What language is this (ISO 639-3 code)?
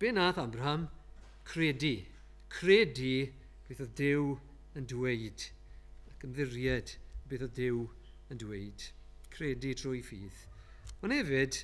cym